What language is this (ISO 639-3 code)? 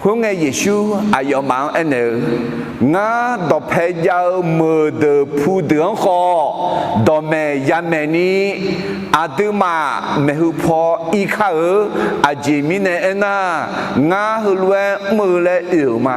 ahk